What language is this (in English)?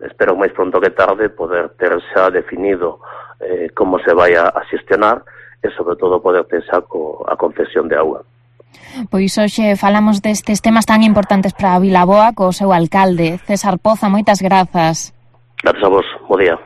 Galician